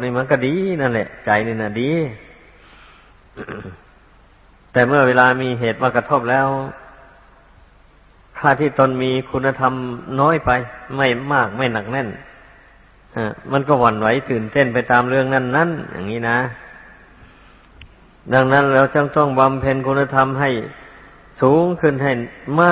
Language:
Thai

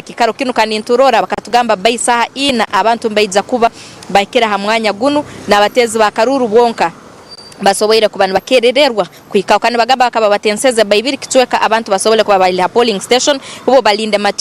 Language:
Nyankole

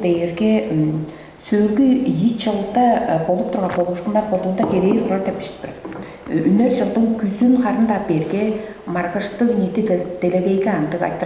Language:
Tuvinian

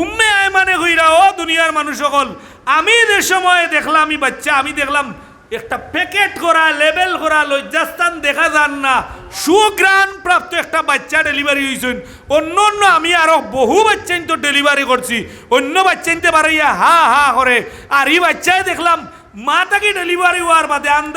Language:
Sylheti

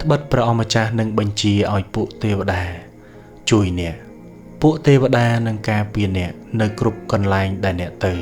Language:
Khmer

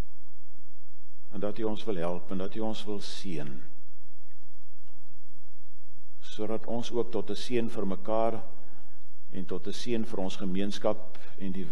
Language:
Afrikaans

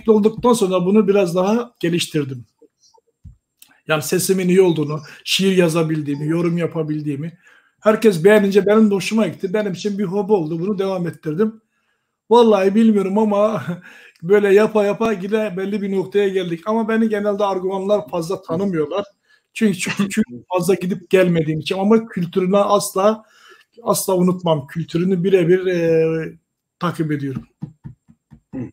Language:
Turkish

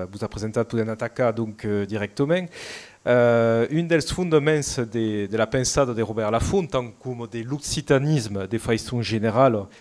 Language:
Occitan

